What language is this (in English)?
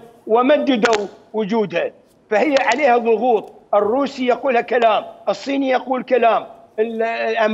Mesopotamian Arabic